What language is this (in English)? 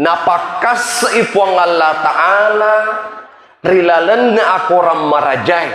Buginese